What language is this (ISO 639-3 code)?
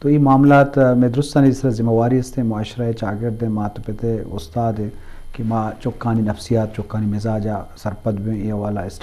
bgp